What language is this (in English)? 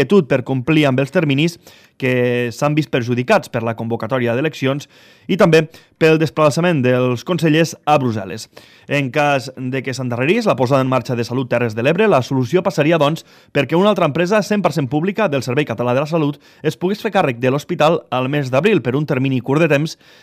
Catalan